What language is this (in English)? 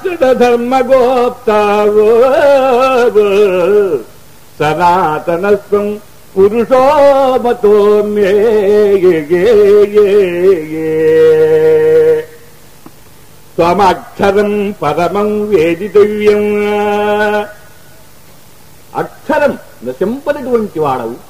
Telugu